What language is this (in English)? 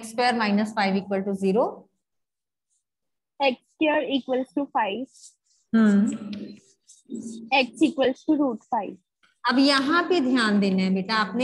Hindi